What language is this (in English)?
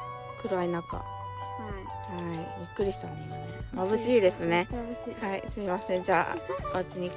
Japanese